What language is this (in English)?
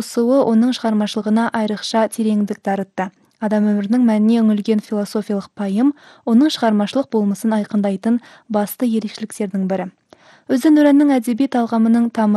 Kazakh